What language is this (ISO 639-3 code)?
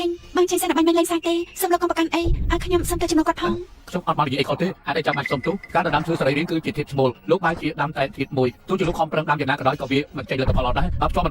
khm